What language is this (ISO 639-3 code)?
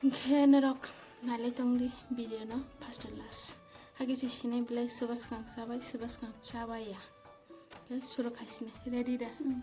trp